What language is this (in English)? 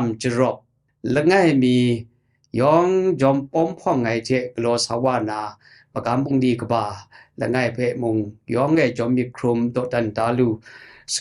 Kachin